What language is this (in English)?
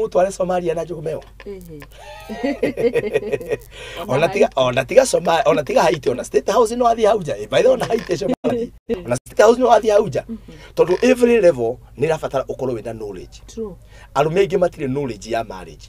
Kikuyu